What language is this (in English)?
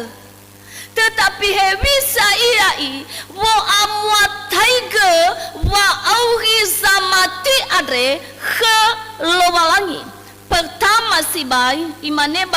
Nias